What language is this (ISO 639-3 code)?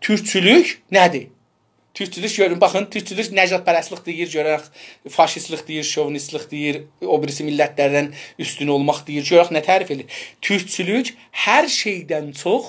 azb